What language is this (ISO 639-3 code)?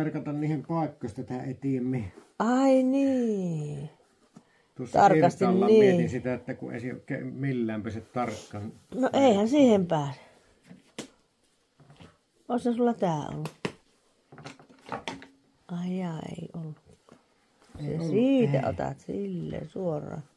fin